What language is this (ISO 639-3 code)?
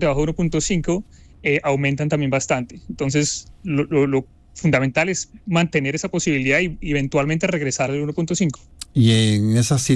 spa